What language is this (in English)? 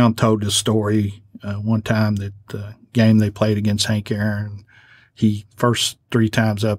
English